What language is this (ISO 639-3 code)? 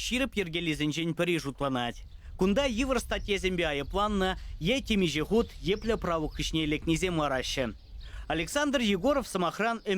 chv